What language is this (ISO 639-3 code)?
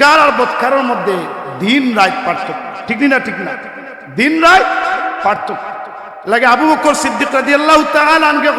syl